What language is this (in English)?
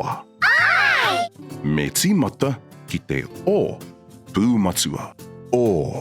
Māori